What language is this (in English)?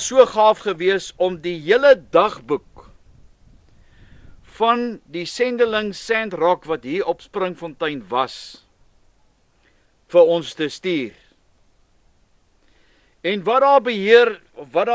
Afrikaans